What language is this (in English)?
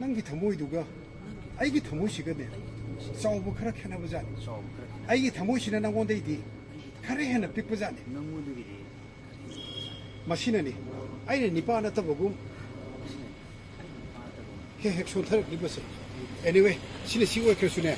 Manipuri